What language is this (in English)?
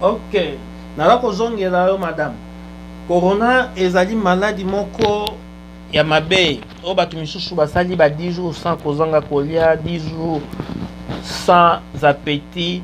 Lingala